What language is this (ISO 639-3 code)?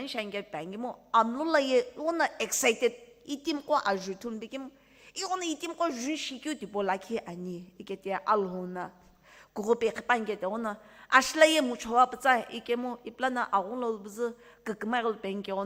nsm